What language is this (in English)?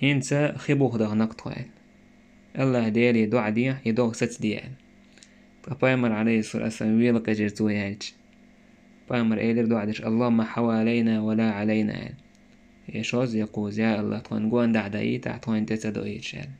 Chechen